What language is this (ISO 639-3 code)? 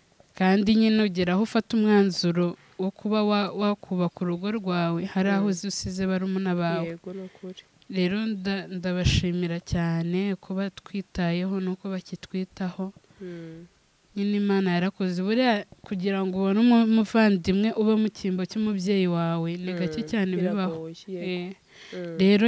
kin